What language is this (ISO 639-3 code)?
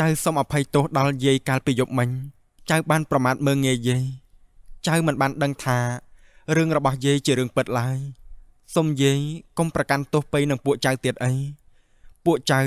khm